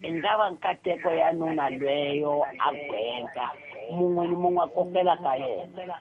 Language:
Tsonga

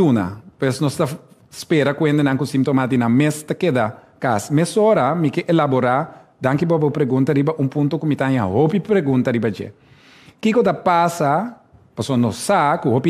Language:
Papiamento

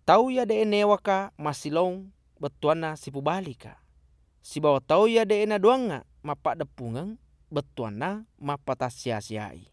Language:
Buginese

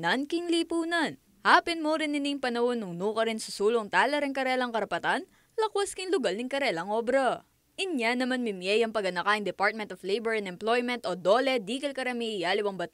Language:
Pampanga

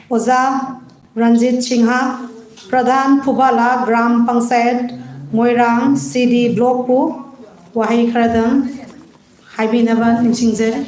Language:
Manipuri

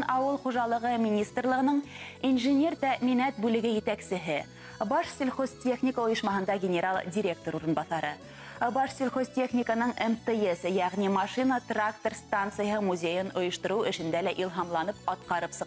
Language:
Bashkir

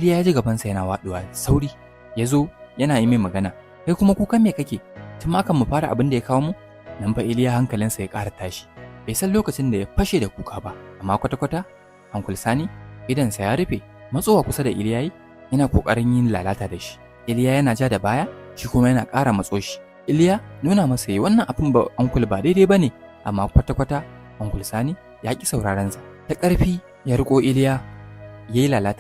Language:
Hausa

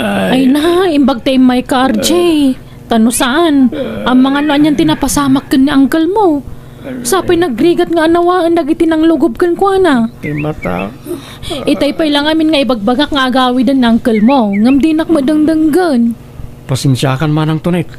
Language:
Iloko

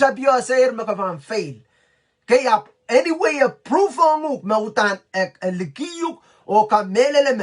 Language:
Pohnpeian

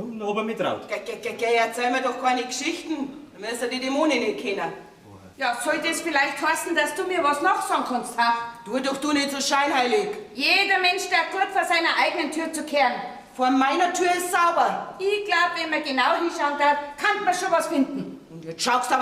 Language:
Bavarian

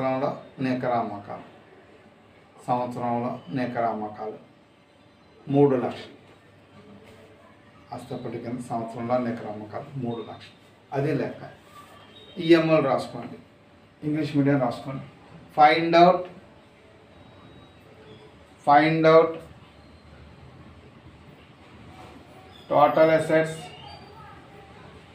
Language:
Telugu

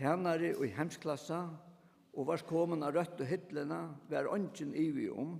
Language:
Faroese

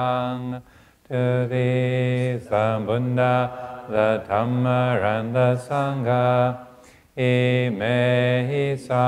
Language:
English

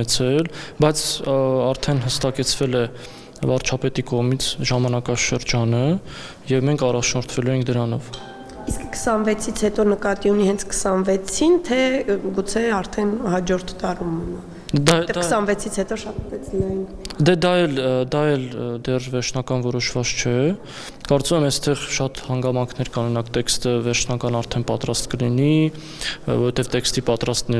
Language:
Armenian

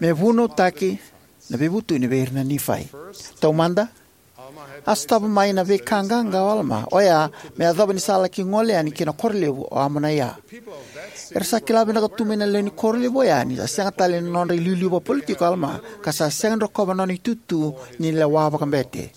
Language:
Fijian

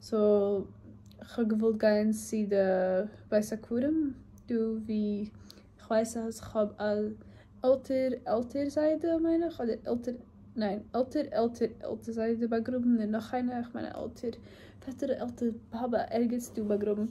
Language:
Yiddish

